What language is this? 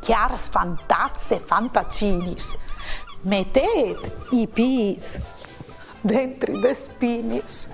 Friulian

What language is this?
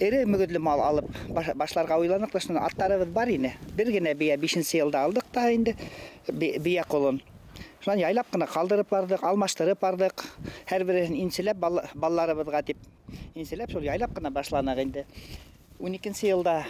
Bashkir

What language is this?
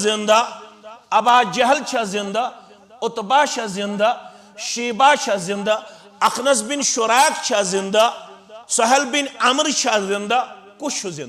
Kashmiri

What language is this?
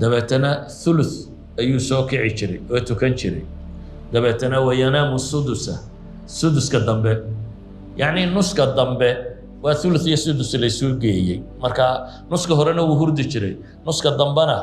Somali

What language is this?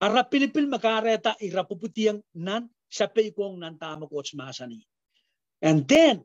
Pohnpeian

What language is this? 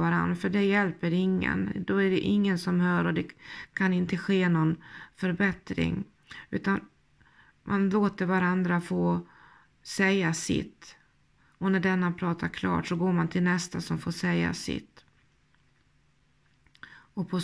Swedish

